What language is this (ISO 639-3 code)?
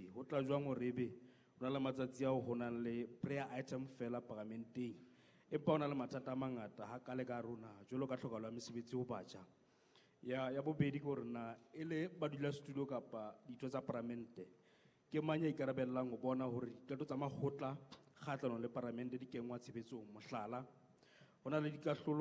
sot